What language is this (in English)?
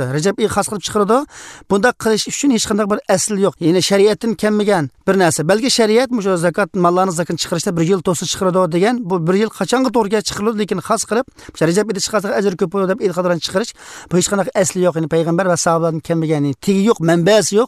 Uzbek